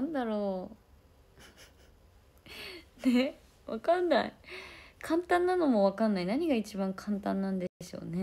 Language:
Japanese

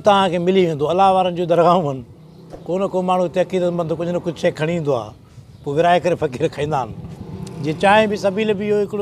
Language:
Sindhi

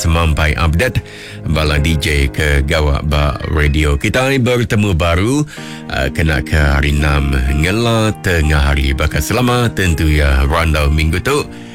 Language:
Iban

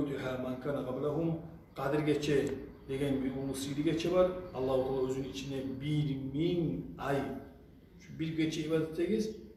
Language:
Kumyk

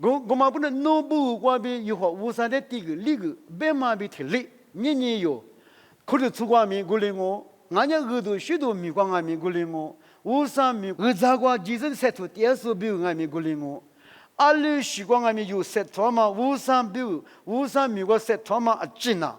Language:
Lisu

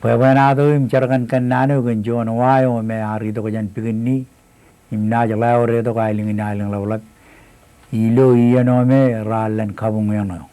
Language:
Marshallese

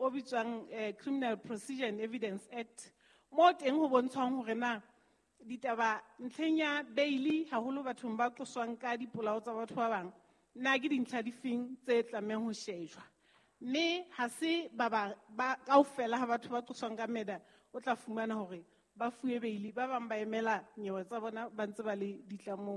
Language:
Southern Sotho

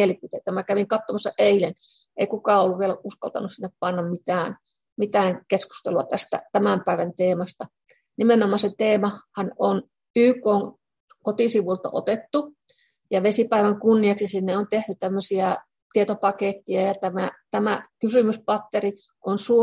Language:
Finnish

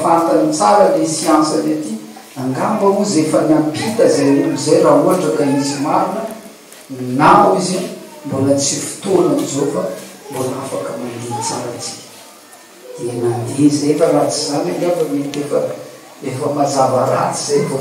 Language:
Malagasy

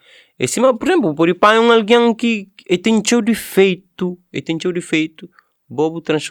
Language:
Kabuverdianu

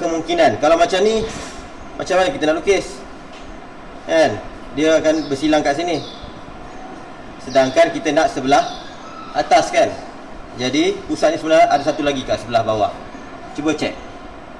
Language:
Malay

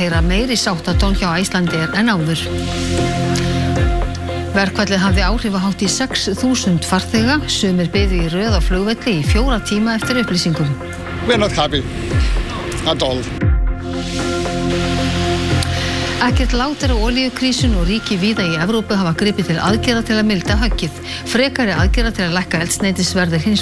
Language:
Icelandic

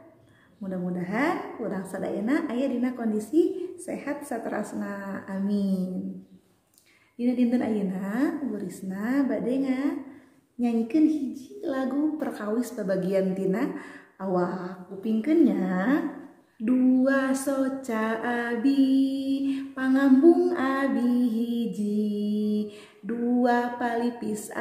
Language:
Sundanese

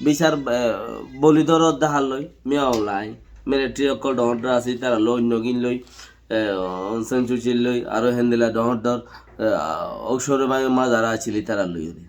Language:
Rohingya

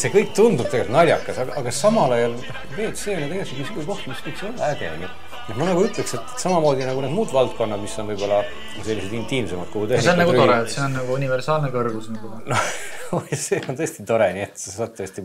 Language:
Estonian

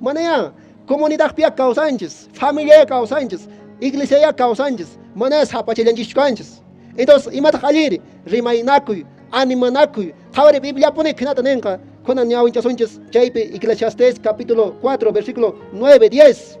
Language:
Quechua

